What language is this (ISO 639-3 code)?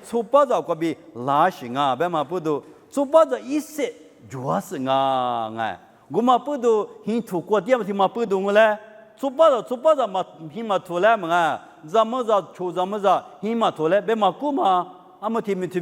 lis